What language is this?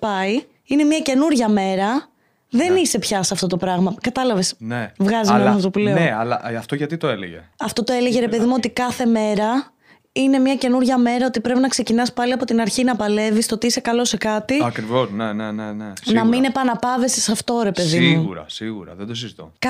Greek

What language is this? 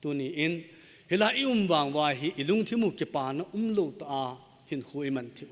Thado Chin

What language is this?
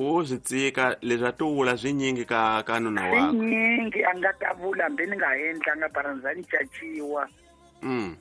Tsonga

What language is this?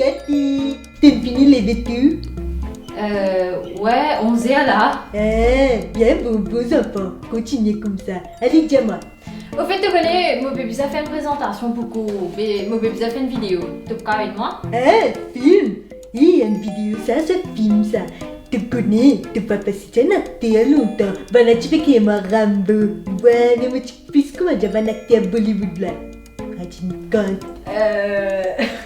Morisyen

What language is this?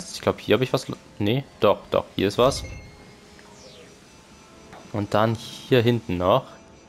German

